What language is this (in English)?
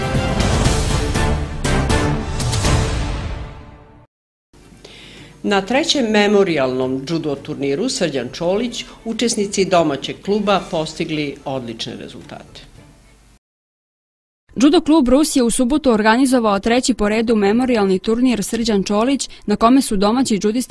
Serbian